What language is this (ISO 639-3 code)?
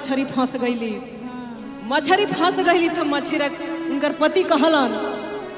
bho